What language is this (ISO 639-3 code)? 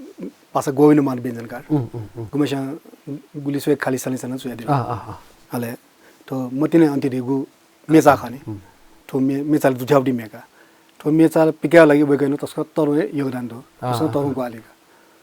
new